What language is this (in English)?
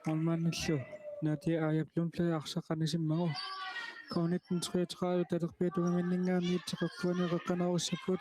Kalaallisut